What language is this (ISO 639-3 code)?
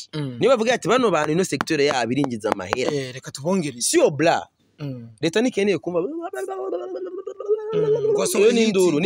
run